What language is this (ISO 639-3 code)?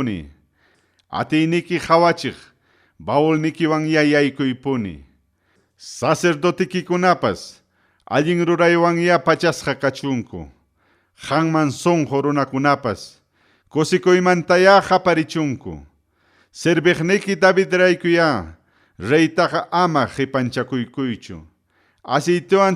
quy